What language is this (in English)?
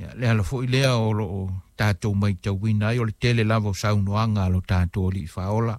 Samoan